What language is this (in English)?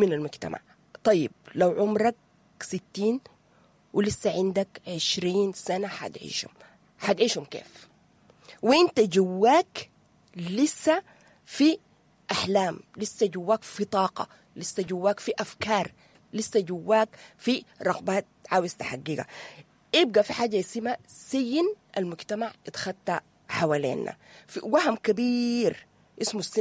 Sudanese Arabic